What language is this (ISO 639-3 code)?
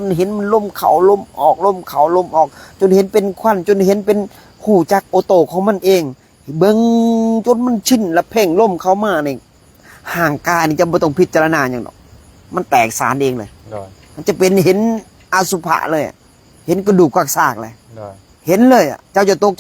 lao